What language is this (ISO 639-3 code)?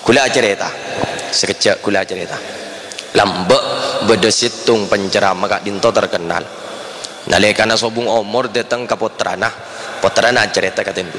mad